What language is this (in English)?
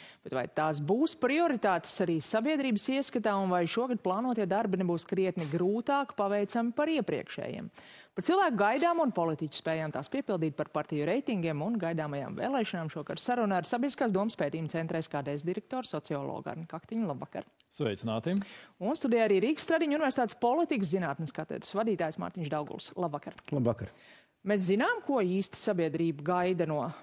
Latvian